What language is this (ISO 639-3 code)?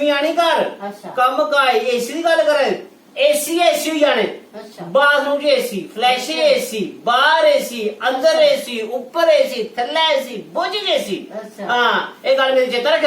doi